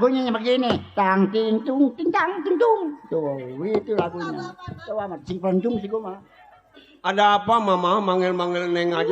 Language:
Betawi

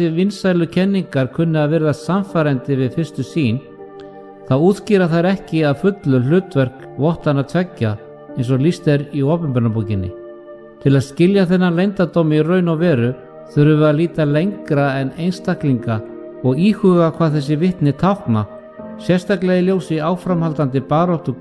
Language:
Icelandic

